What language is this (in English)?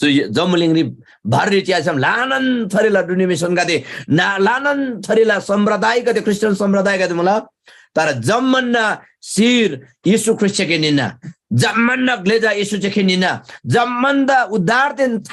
Eastern Tamang